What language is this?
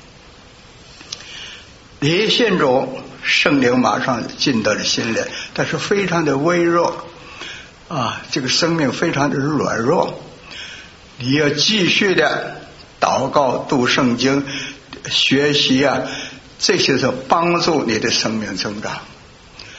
Chinese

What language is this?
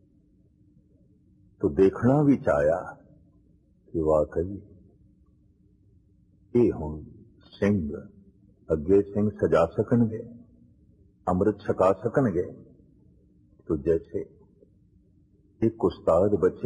Punjabi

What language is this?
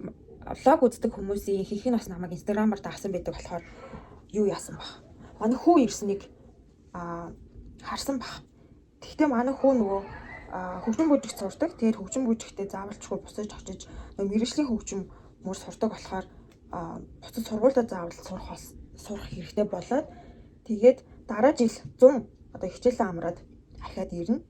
Mongolian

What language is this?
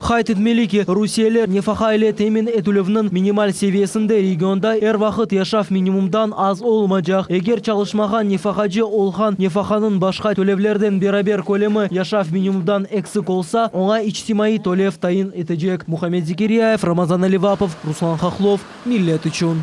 Crimean Tatar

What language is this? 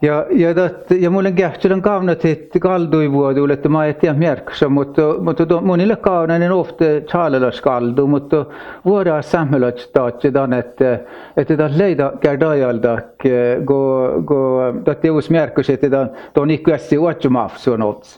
Northern Sami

